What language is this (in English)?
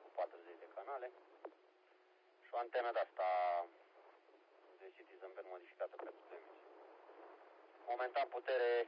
Romanian